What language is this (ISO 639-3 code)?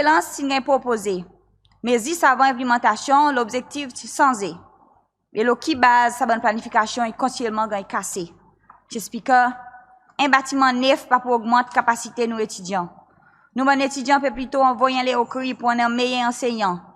crs